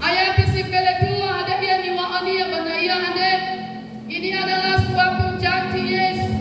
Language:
Nias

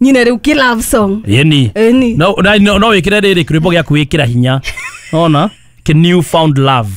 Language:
Kikuyu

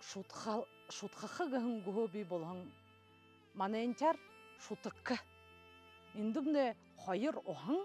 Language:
Buriat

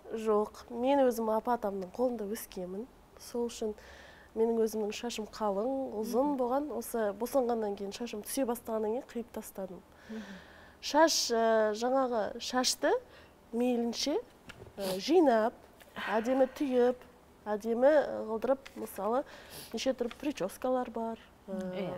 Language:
Kazakh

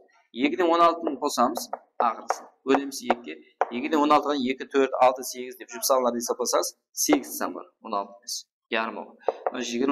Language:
Kara-Kalpak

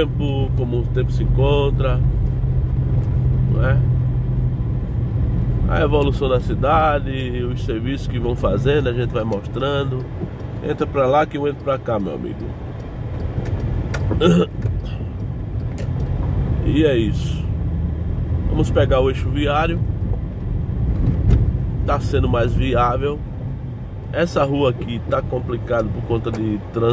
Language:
Portuguese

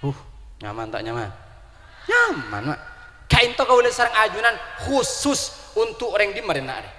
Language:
Madurese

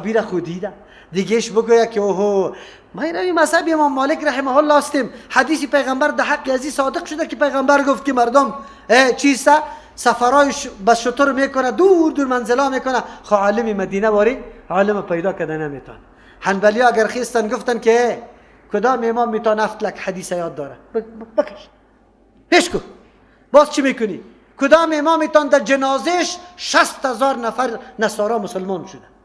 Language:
Persian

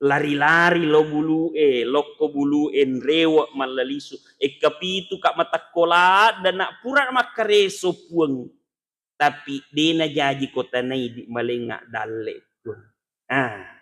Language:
Buginese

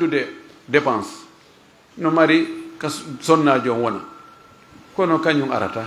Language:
Fula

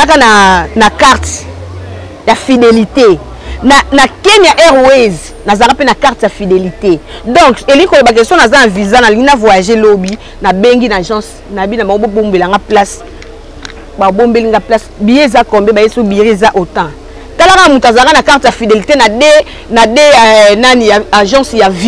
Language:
Lingala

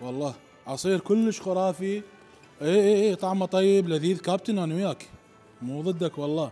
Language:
Mesopotamian Arabic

